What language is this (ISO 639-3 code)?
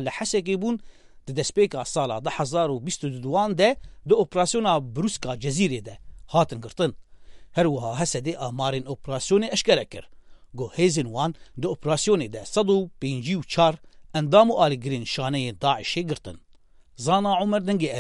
kur